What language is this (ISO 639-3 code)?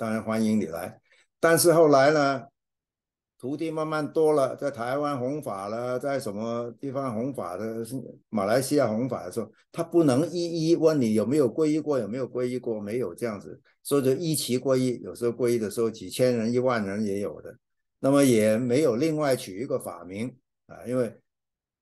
zho